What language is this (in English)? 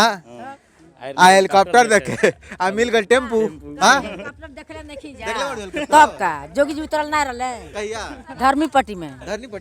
Bhojpuri